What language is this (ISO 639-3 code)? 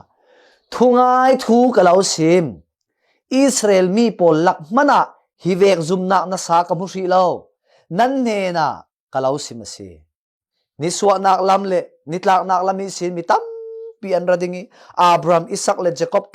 cfm